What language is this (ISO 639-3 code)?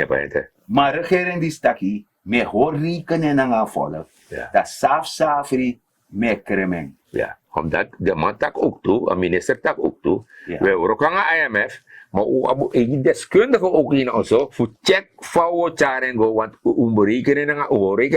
srn